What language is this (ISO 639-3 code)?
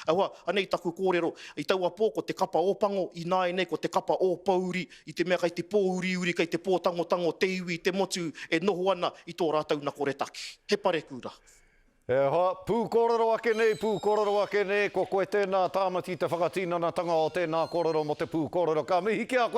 mri